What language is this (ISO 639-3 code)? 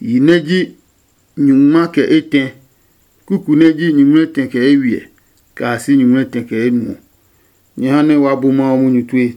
ada